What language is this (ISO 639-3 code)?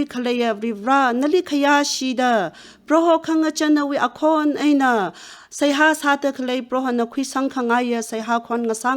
nmf